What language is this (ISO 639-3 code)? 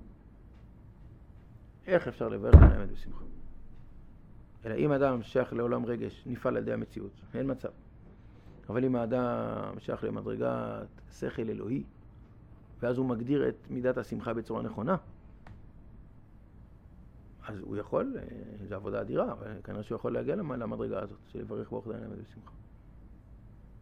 heb